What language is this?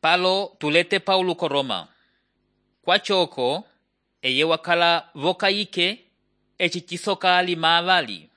Umbundu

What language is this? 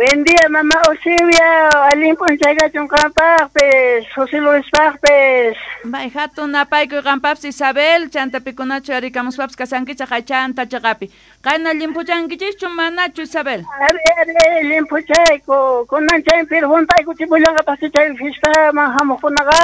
South Bolivian Quechua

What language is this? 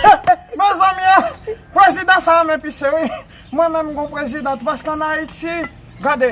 Haitian Creole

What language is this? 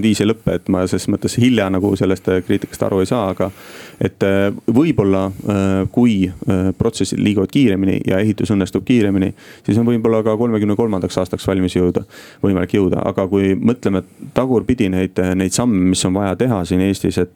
Estonian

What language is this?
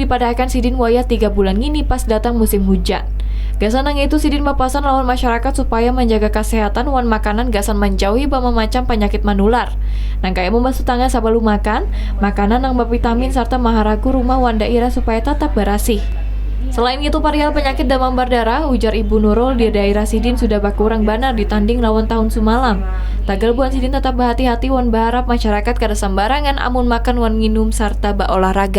Banjar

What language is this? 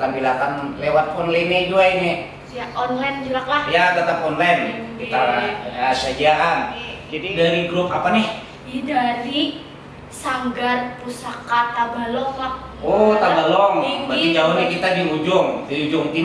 Banjar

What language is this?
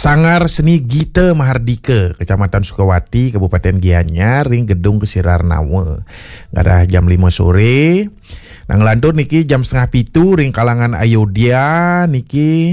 Balinese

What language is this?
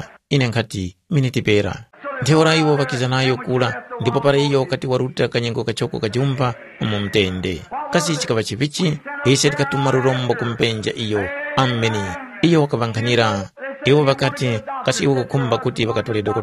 Tumbuka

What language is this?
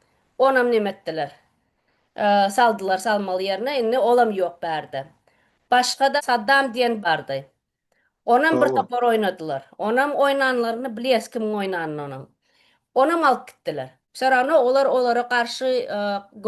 Turkmen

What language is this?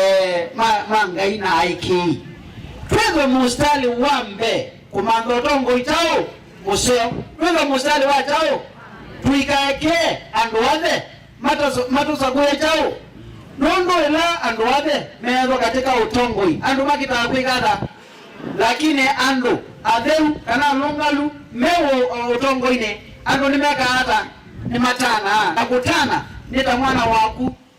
Kamba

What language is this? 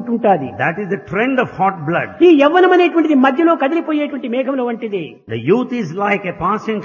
Telugu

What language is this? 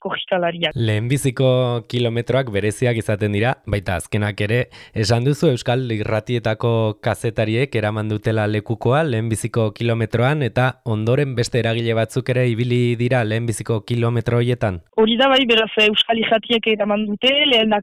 Basque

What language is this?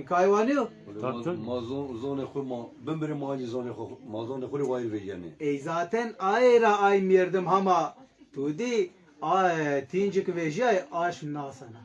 Zaza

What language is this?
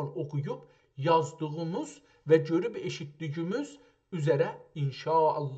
South Azerbaijani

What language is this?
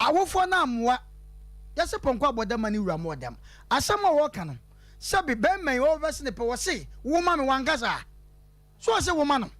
Akan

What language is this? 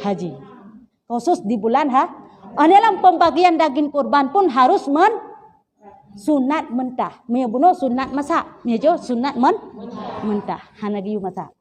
Achinese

